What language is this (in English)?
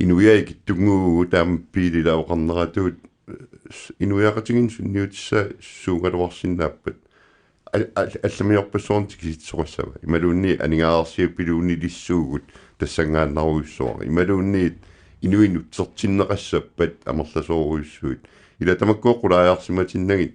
Kalaallisut